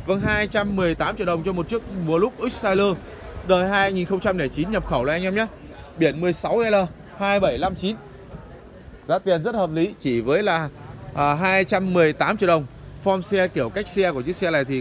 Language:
Vietnamese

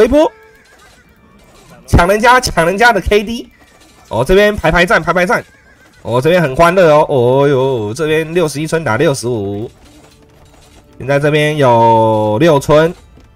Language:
Chinese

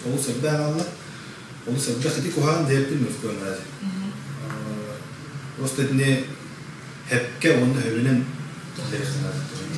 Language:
Yakut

